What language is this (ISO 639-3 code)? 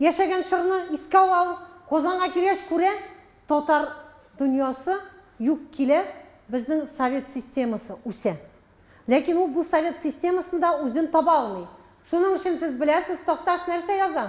tat